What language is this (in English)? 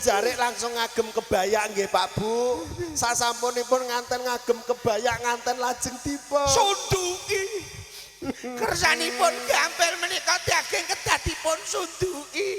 Javanese